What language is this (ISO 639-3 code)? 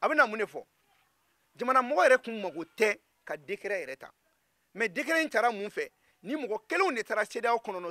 bam